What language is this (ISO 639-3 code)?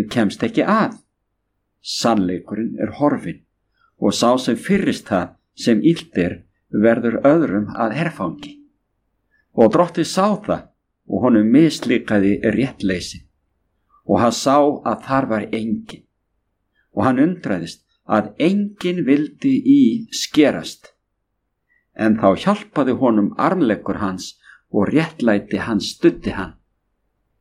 isl